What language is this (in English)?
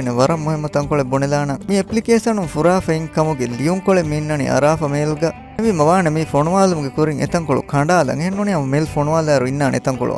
Divehi